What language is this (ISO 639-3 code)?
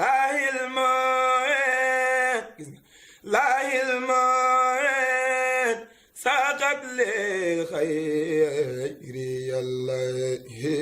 wol